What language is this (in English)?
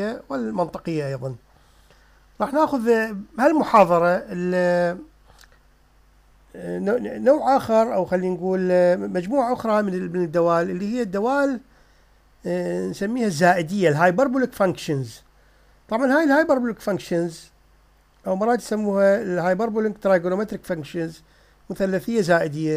Mesopotamian Arabic